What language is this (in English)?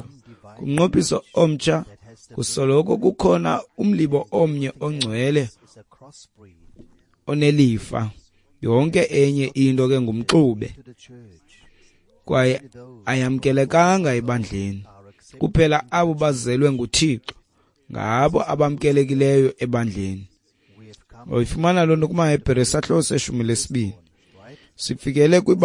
Xhosa